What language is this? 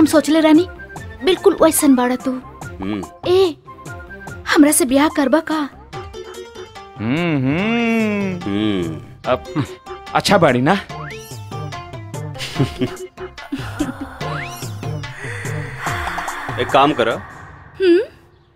Bhojpuri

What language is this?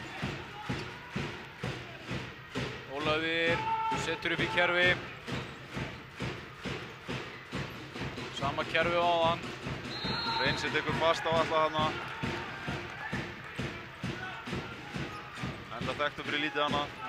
Icelandic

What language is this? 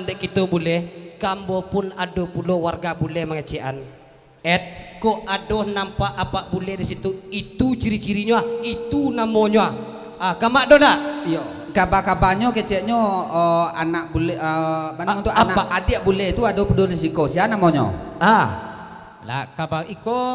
Minangkabau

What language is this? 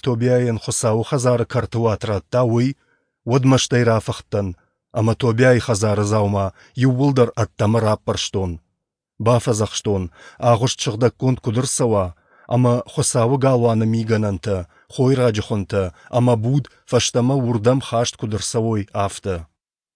Ossetic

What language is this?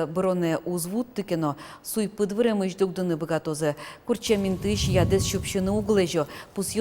Udmurt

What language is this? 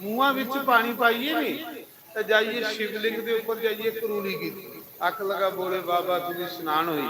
Dogri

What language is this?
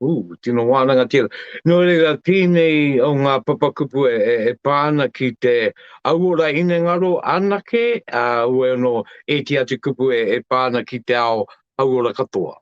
Māori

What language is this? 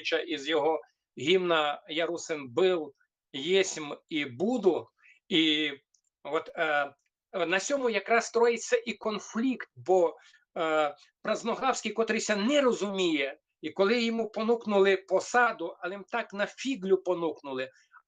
Rusyn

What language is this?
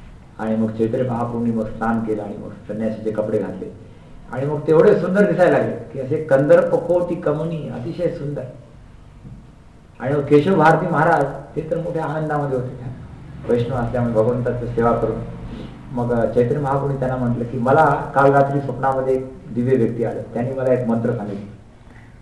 Marathi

